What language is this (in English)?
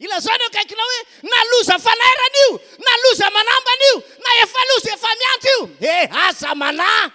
Malagasy